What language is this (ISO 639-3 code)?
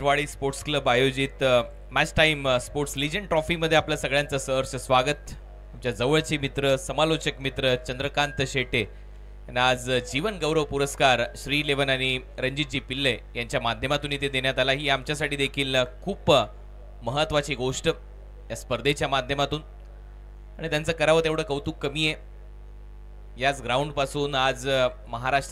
mar